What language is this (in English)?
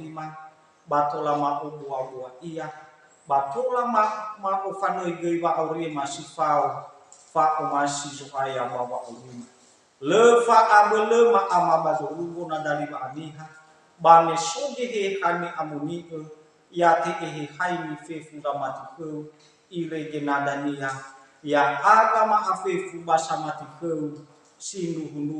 Nias